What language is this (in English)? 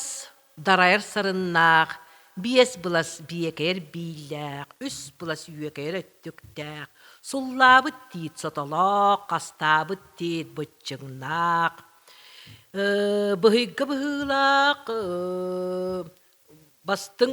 Yakut